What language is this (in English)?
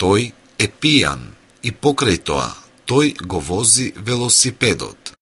Macedonian